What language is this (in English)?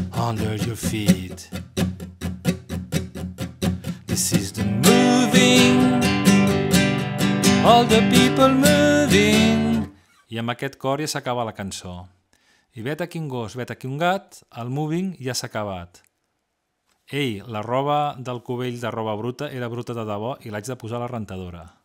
Catalan